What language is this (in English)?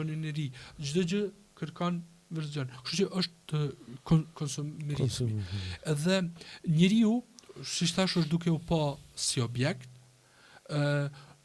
Albanian